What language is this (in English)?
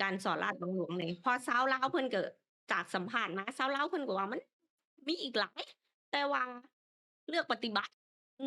Lao